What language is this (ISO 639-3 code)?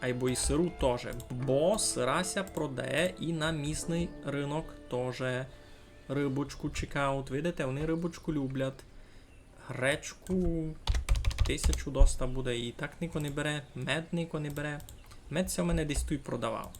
rue